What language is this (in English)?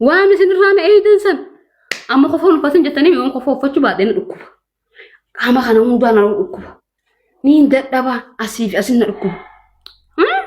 Oromo